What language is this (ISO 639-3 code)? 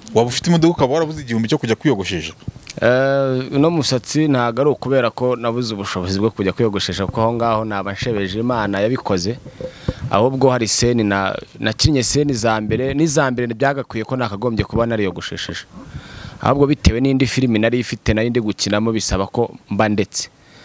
kin